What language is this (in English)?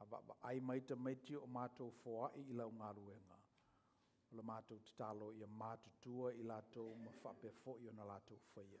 Samoan